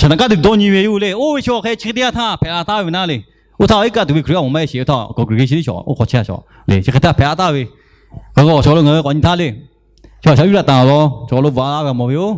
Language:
Lahu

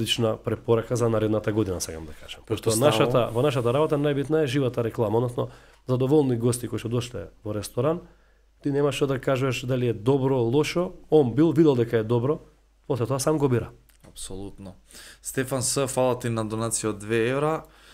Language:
Macedonian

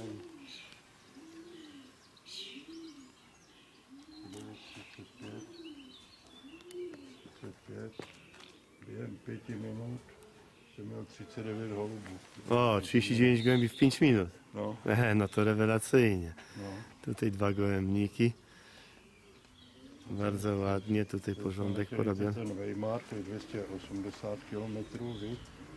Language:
Czech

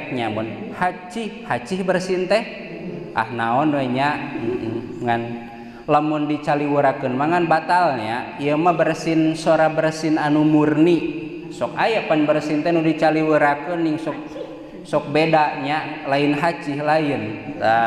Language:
Sundanese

